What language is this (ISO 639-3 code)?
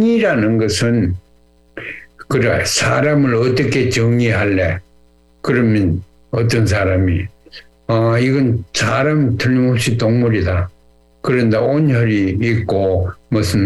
kor